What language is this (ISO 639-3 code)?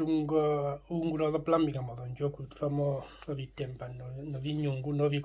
her